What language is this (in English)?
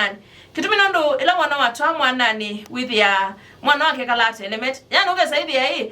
Kamba